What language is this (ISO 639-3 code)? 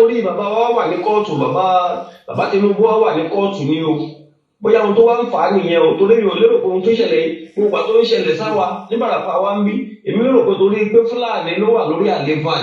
yor